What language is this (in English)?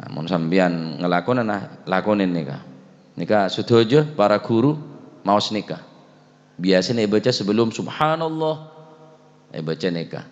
Madurese